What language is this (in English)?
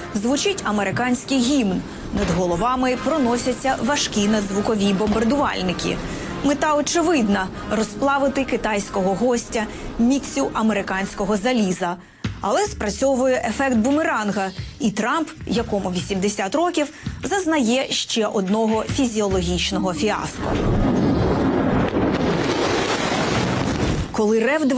Ukrainian